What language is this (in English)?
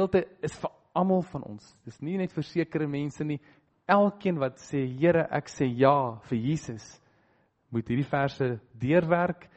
Afrikaans